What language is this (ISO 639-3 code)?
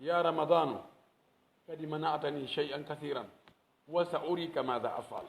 fuf